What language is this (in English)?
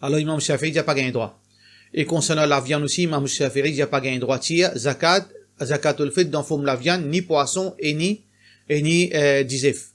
Morisyen